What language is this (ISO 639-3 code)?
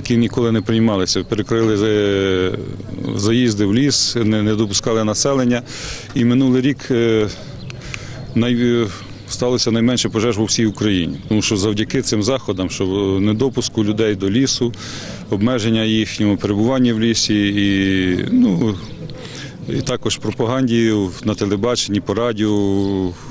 ukr